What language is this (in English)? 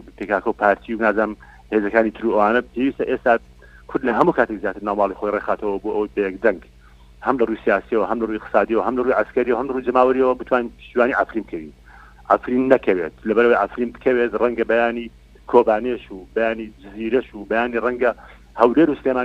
Central Kurdish